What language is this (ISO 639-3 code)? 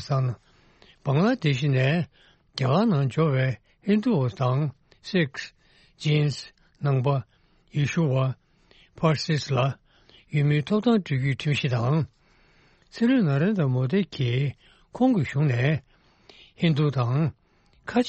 bod